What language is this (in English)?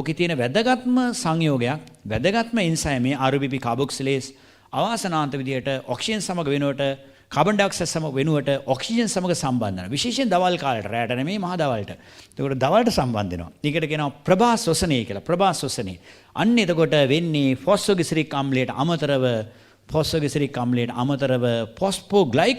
Sinhala